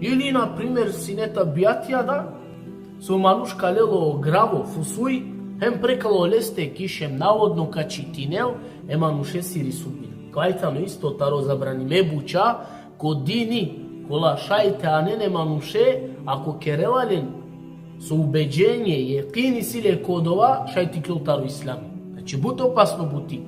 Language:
Balkan Romani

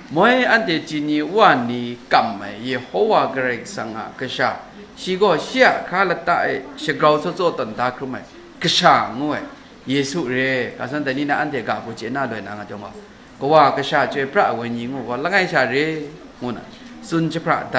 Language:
Kachin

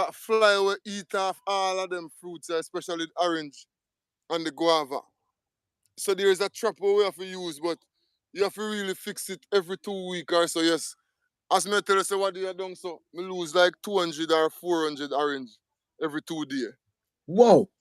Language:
Jamaican Creole English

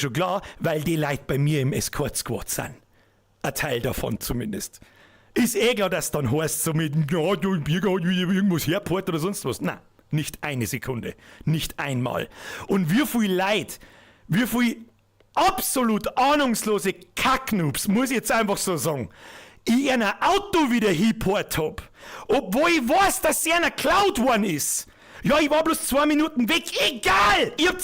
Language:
Bavarian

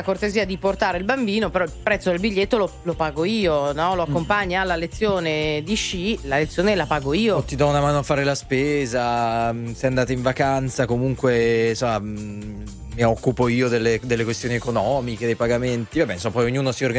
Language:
Italian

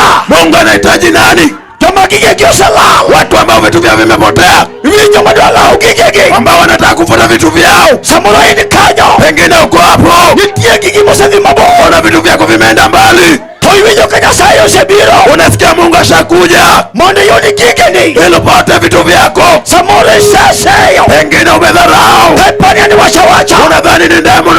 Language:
Luo (Kenya and Tanzania)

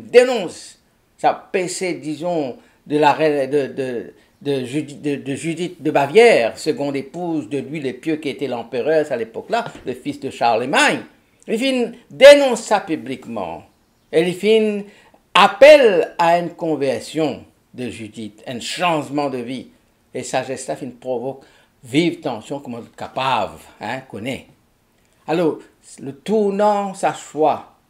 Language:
Morisyen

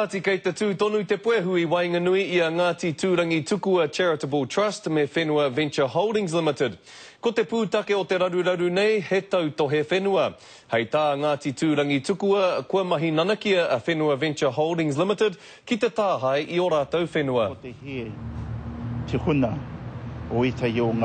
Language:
Māori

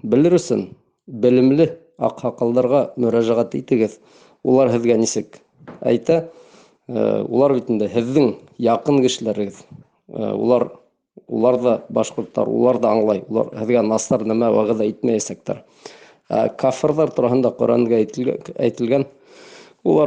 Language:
Bashkir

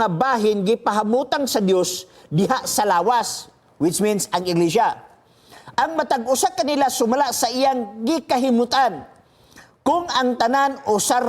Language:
Cebuano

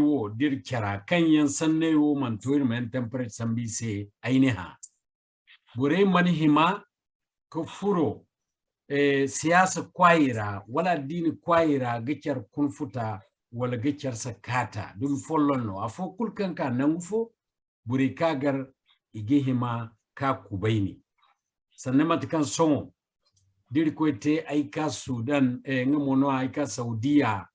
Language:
Zarma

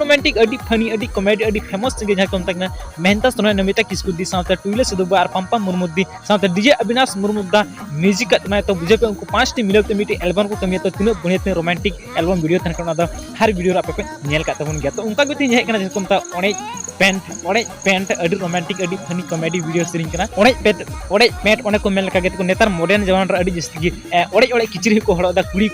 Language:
Santali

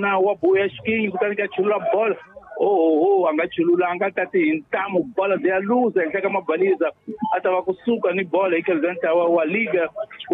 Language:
Tsonga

